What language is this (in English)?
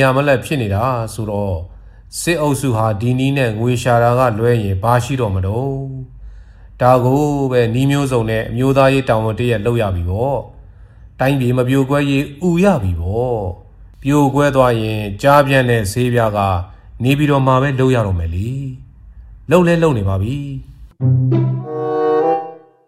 Burmese